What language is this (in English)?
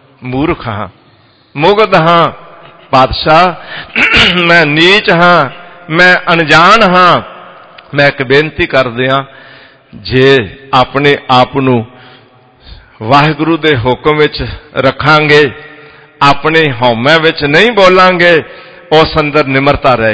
Punjabi